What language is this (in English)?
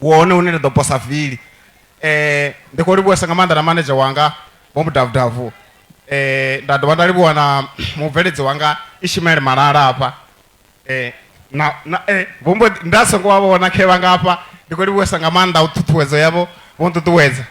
Venda